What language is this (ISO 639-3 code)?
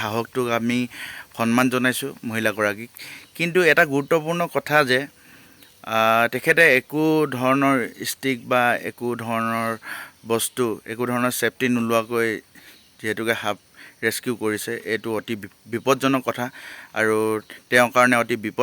asm